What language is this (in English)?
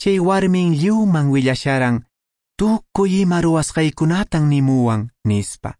Quechua